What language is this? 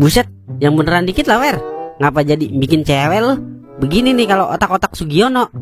Betawi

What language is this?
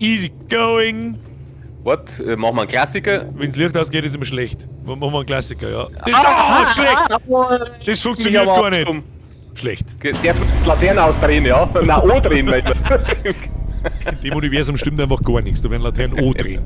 Bavarian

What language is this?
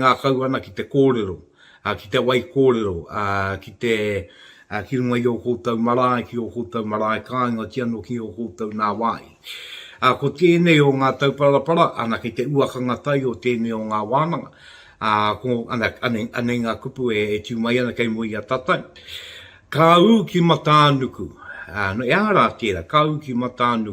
Māori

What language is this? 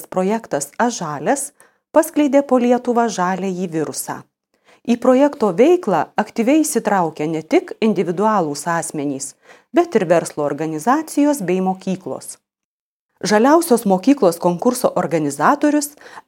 Lithuanian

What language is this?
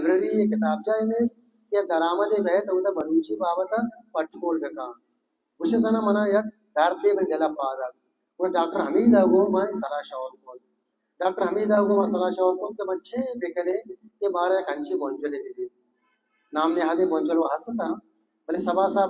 Baluchi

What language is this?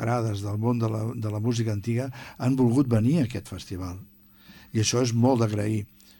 Catalan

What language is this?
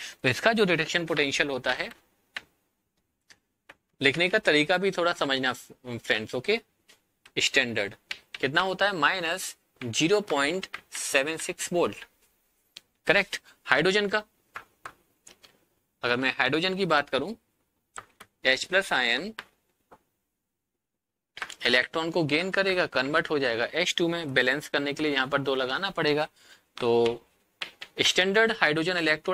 Hindi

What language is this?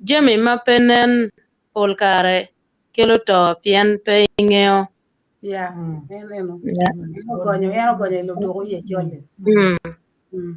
Acoli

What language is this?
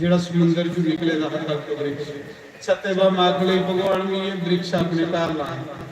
Dogri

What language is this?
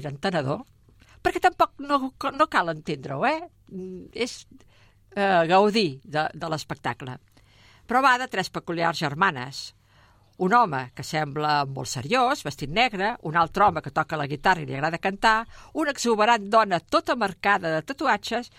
Catalan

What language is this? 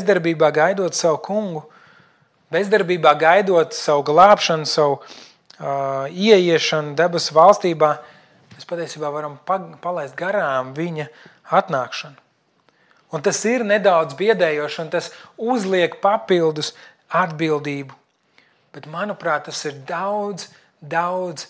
Latvian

